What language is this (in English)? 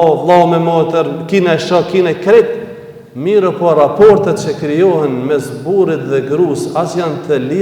Albanian